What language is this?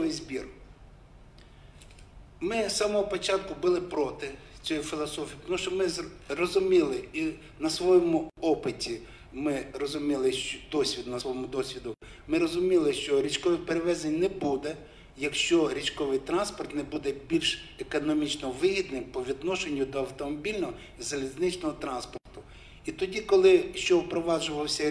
Ukrainian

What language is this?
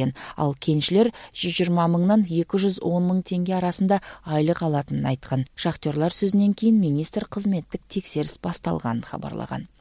Kyrgyz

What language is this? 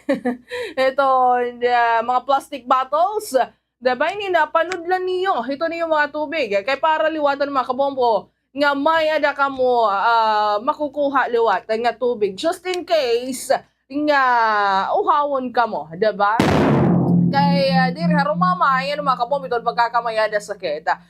Waray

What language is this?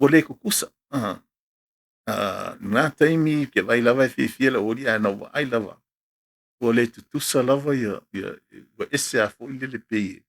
Samoan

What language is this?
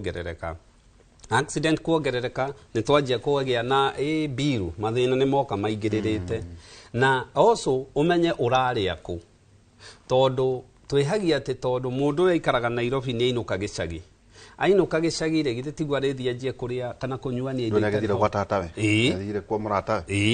Kikuyu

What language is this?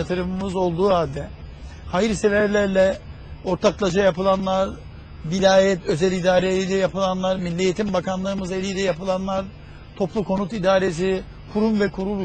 Turkish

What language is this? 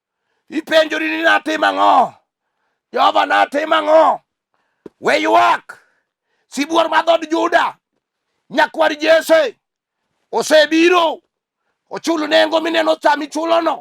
Luo (Kenya and Tanzania)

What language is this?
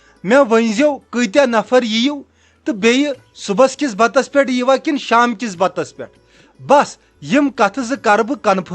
Kashmiri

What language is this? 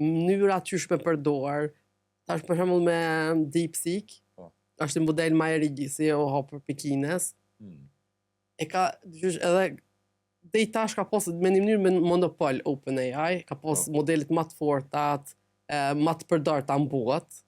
Albanian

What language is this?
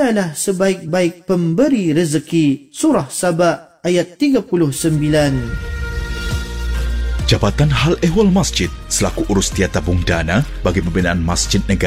Malay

